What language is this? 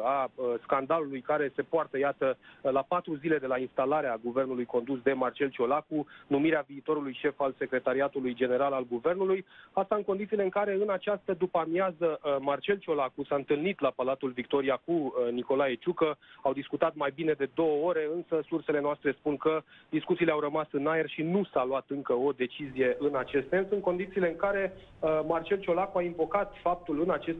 Romanian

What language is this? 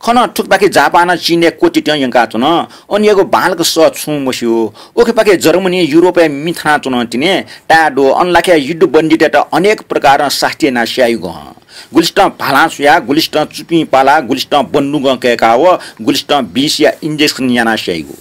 Newari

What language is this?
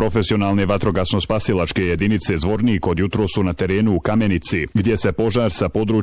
Bosnian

